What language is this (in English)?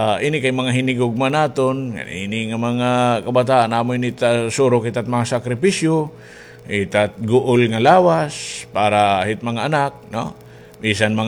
Waray